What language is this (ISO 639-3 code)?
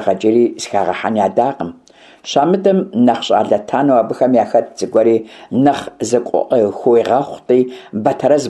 kbd